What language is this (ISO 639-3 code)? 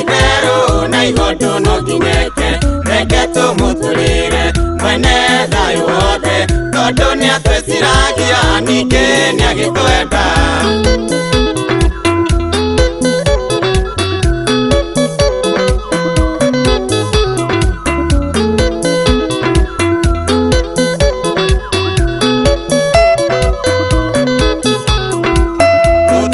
kik